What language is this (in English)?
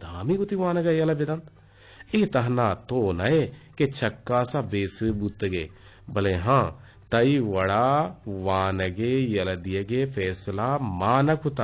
Eastern Balochi